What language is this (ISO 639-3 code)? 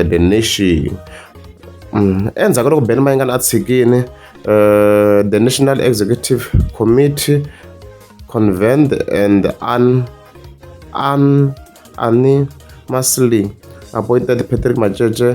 tso